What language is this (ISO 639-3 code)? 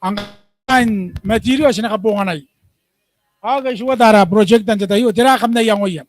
gil